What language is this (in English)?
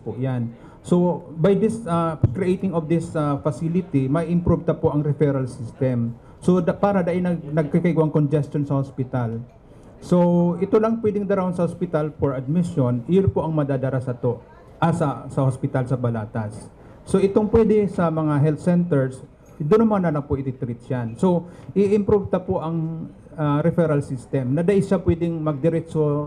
Bikol